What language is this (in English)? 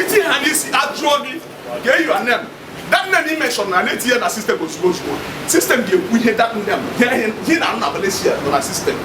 Igbo